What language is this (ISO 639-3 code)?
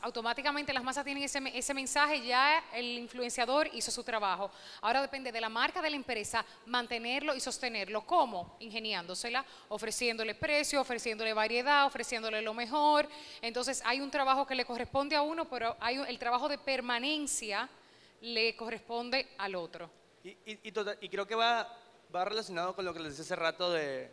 spa